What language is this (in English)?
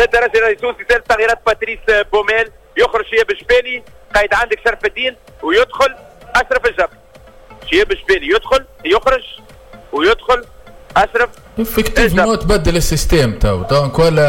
Tunisian Arabic